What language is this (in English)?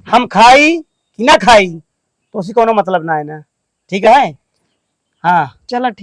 Awadhi